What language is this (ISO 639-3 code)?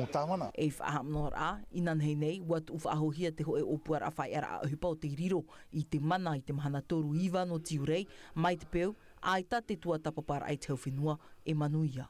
tah